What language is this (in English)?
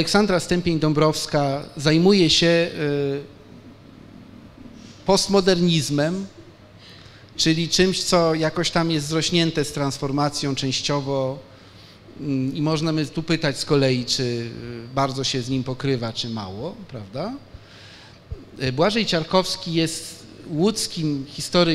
Polish